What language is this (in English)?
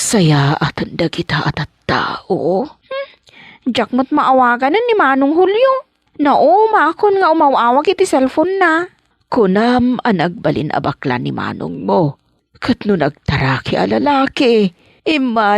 Iloko